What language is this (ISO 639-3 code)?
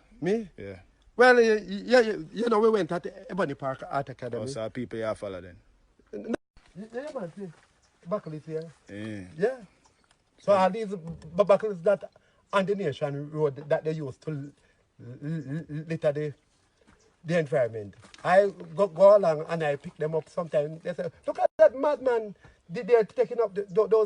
jam